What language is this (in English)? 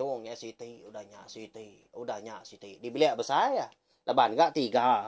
Iban